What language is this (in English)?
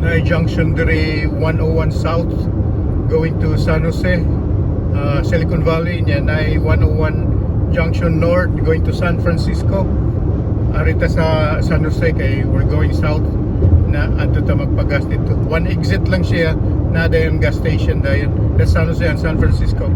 Cebuano